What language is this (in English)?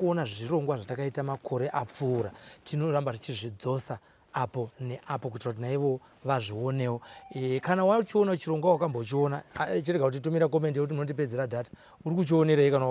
Shona